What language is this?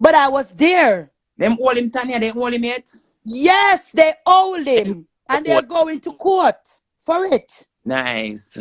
Jamaican Creole English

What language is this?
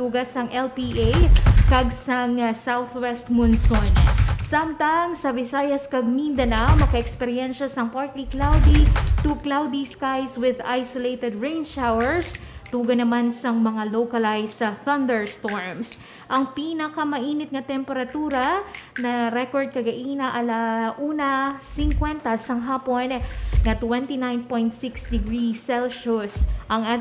Hiligaynon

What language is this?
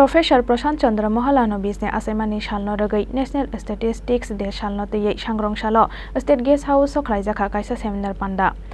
Kok Borok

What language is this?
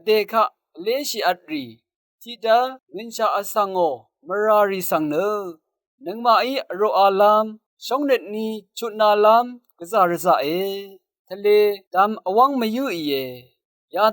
Rawang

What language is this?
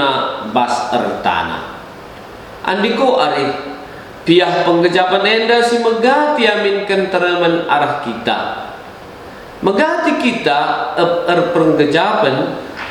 Batak Karo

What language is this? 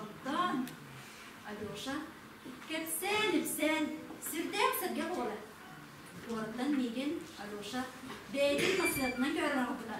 Yakut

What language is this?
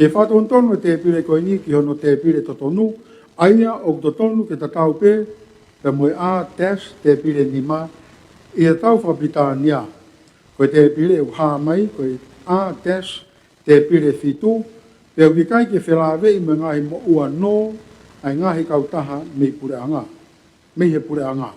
Tongan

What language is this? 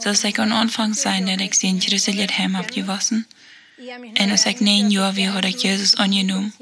Plautdietsch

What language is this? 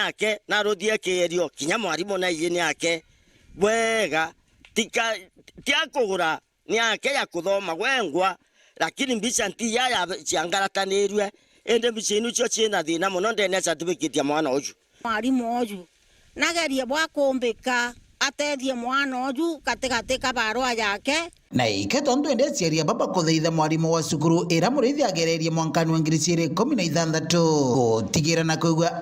Meru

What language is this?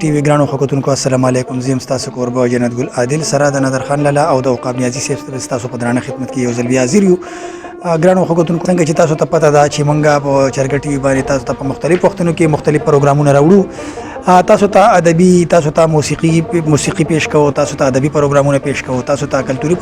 Pashto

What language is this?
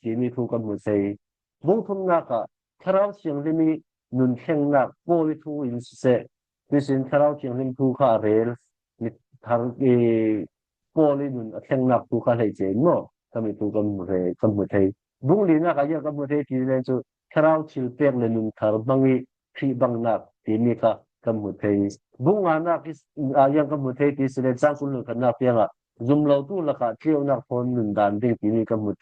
Falam Chin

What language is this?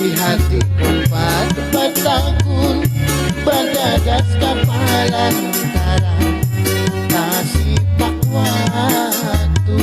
Banjar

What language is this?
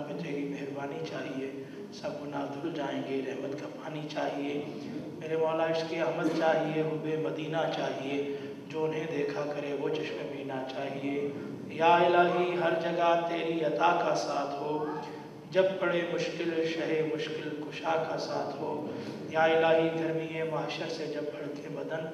Urdu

